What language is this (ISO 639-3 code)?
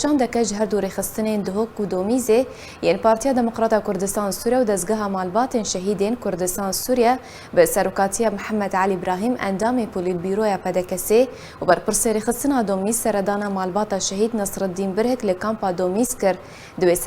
kur